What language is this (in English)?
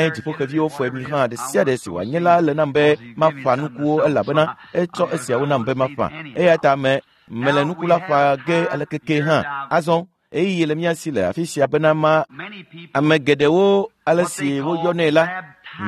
Ewe